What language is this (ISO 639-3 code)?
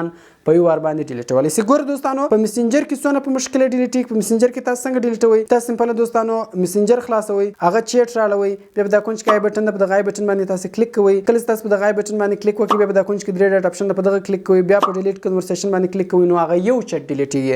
pus